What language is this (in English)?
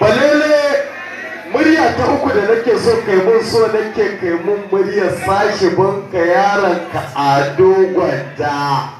Hausa